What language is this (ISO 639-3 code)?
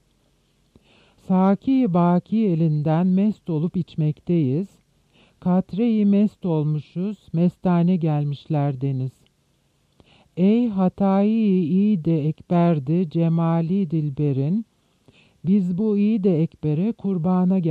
tur